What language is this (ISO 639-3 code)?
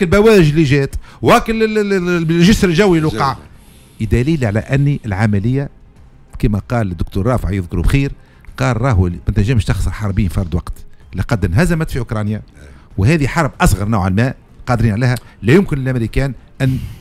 aeb